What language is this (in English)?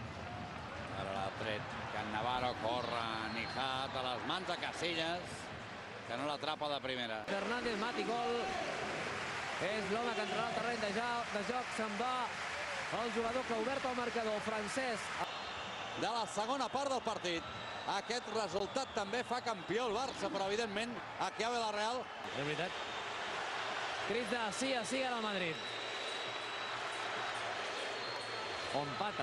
Catalan